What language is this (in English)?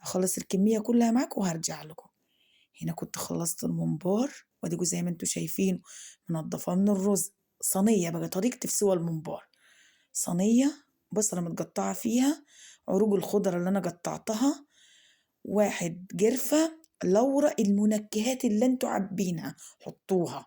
Egyptian Arabic